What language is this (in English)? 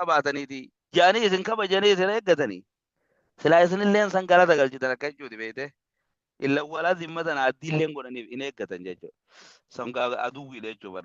Oromo